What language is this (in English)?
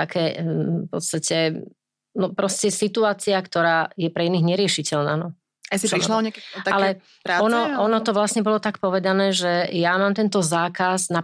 Slovak